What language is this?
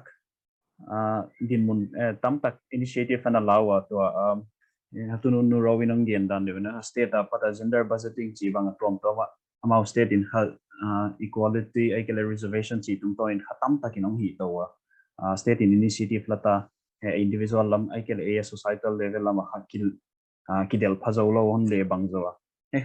Paite Chin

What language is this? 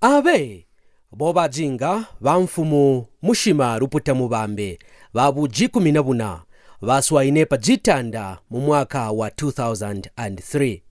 Kaonde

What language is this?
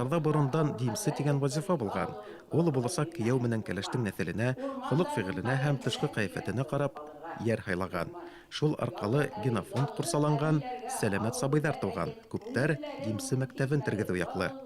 Bashkir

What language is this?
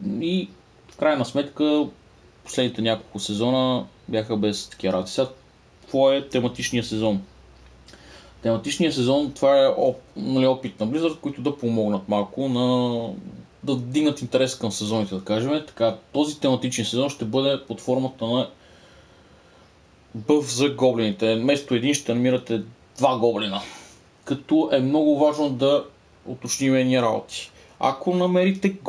Bulgarian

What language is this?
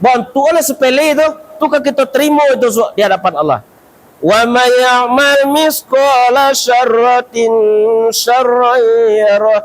Minangkabau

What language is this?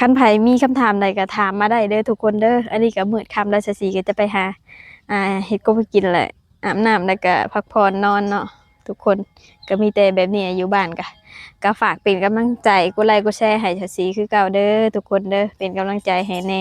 Lao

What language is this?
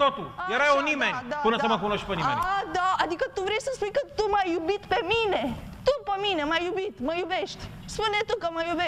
Romanian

